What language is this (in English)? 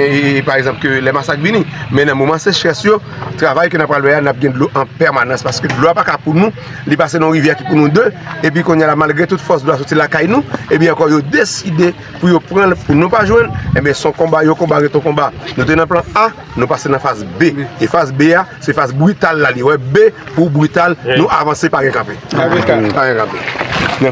Haitian Creole